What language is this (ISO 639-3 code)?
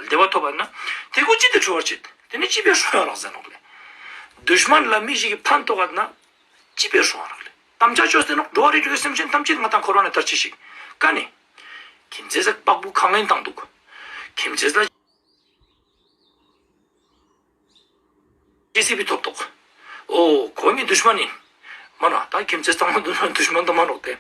lbj